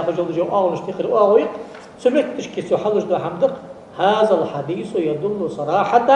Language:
Ingush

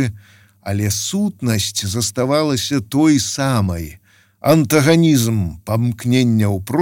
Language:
Belarusian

